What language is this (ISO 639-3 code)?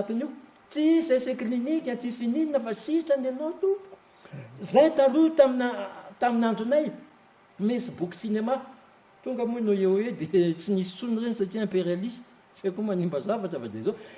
mlg